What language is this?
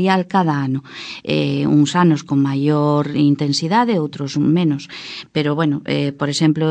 Galician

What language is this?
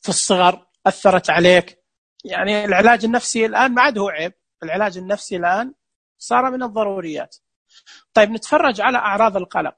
Najdi Arabic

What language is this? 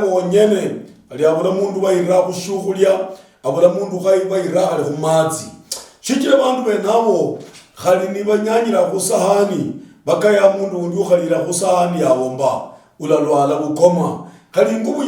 Luyia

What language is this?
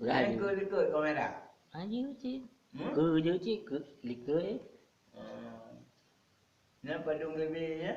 Achinese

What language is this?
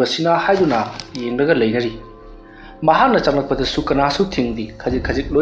Manipuri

